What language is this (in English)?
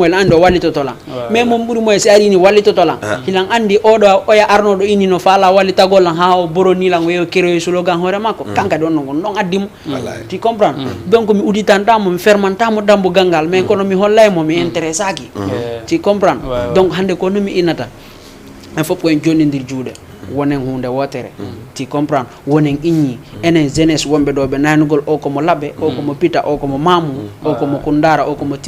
Fula